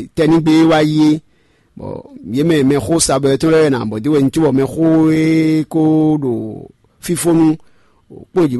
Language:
Fon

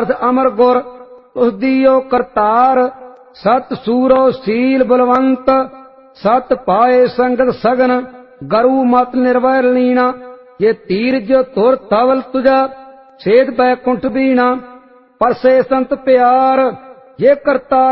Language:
Punjabi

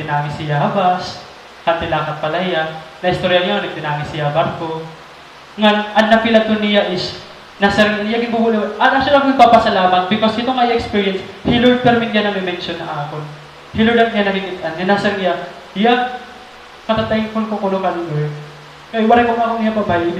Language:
Waray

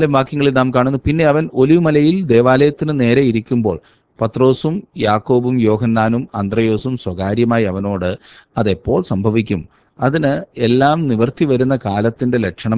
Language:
Malayalam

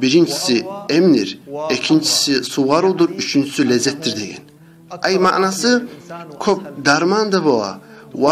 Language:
Kumyk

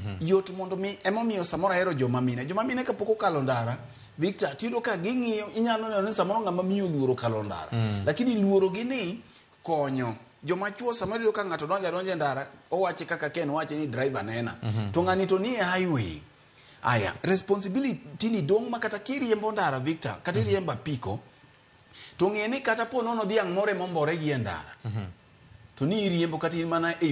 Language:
Luo (Kenya and Tanzania)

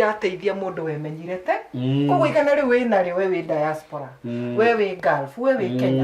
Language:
Kikuyu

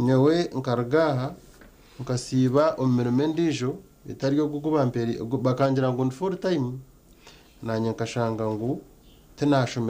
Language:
Nyankole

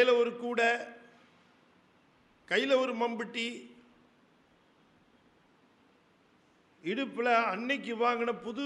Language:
Tamil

